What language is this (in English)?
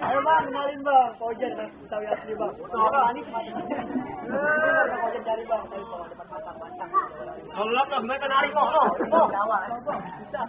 Betawi